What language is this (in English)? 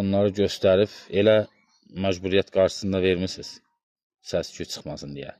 Azerbaijani